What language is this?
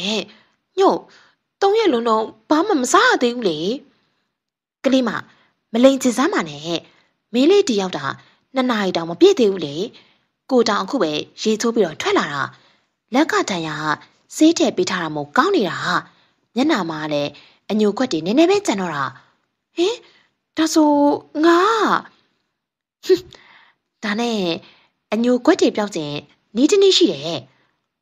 Burmese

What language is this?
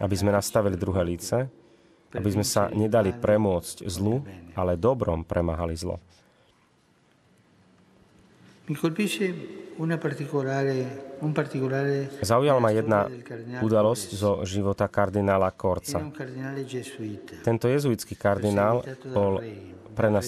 Slovak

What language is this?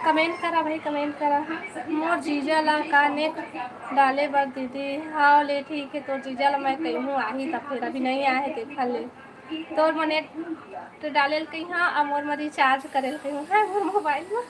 Chhattisgarhi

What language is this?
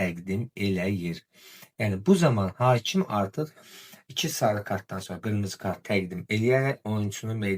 Azerbaijani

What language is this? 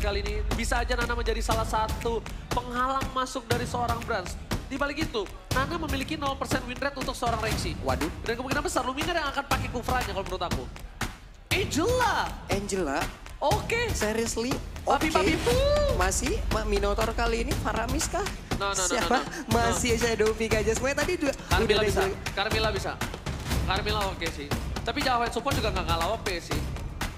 Indonesian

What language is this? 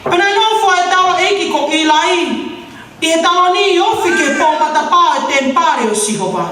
Tongan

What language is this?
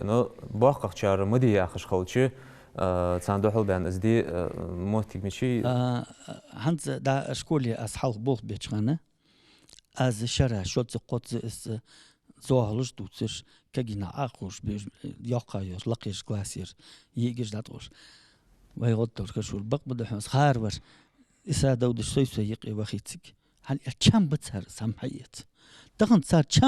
Ingush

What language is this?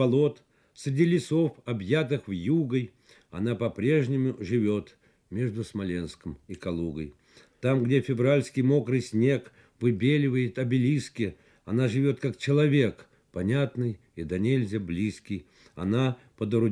Russian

